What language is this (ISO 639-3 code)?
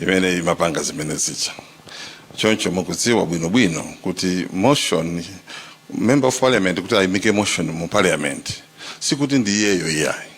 nya